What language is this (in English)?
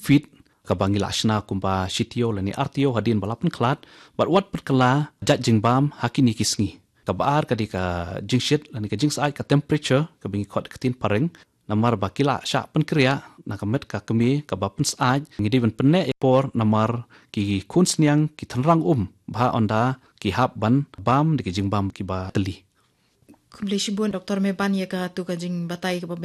Khasi